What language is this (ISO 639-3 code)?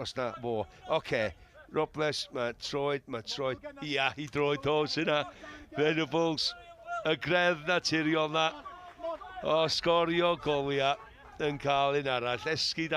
cym